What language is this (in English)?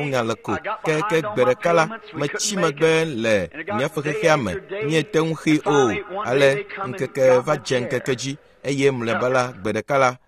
Ewe